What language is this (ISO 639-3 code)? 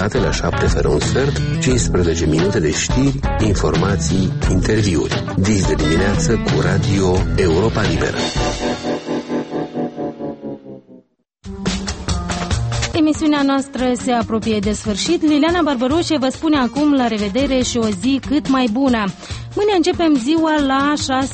ron